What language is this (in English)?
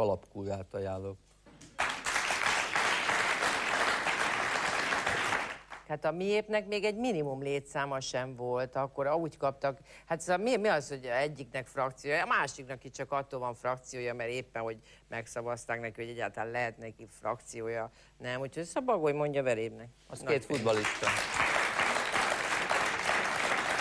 Hungarian